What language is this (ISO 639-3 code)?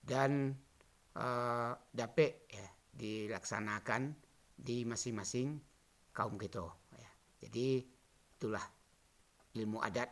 min